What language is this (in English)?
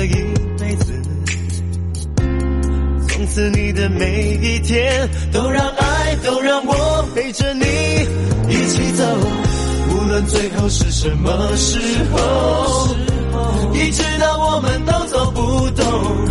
Chinese